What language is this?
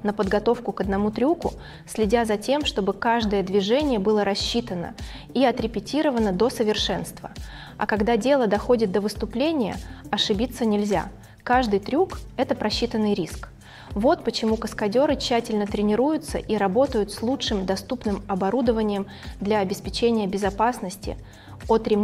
Russian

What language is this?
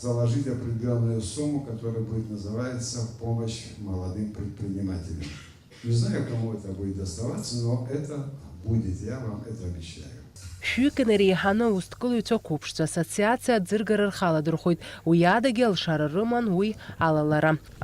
Abkhazian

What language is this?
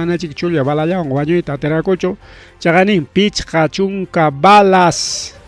Ayacucho Quechua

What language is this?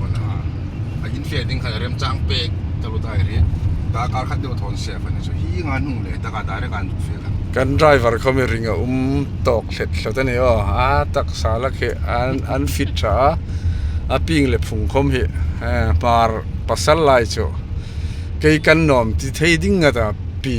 Hmar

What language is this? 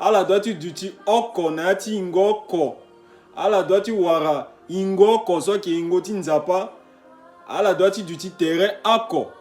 Sango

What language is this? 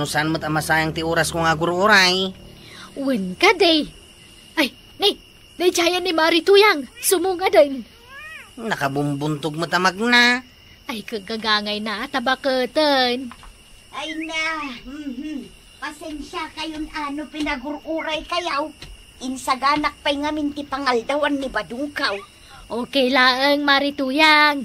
Iloko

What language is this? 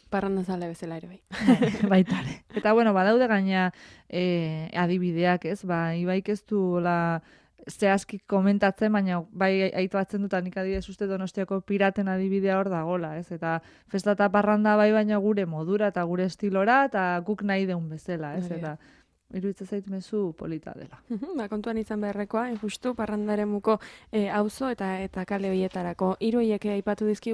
Basque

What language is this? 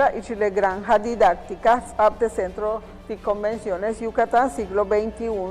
Yucateco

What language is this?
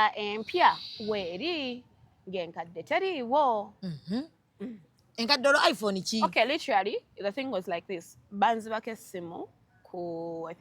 Ganda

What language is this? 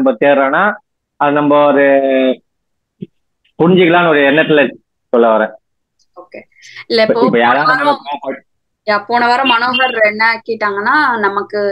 Tamil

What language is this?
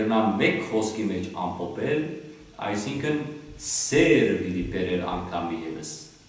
Western Armenian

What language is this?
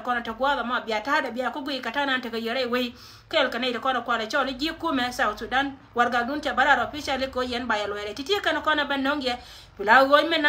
Nuer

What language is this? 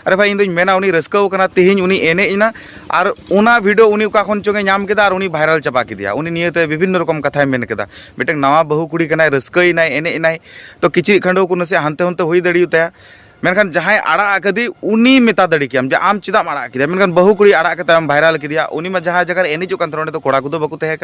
Santali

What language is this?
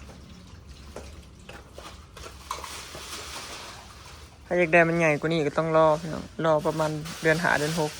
Northeastern Thai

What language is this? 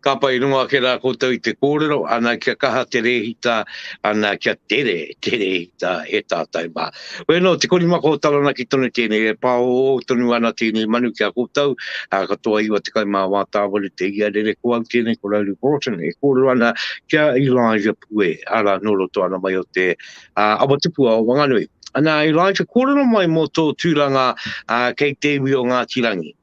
Māori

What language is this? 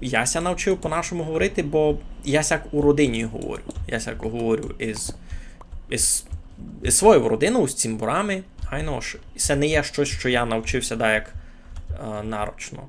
Rusyn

